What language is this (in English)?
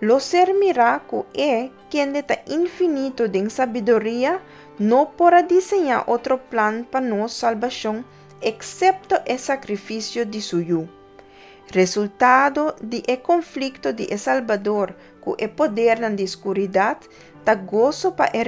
Papiamento